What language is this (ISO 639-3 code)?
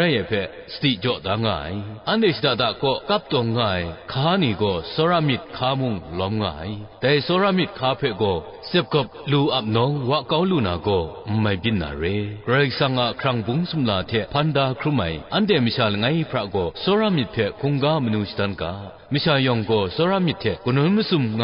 kac